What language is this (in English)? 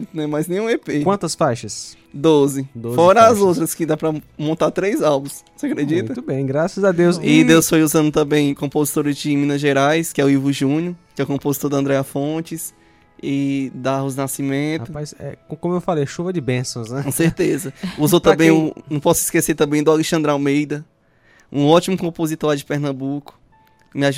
Portuguese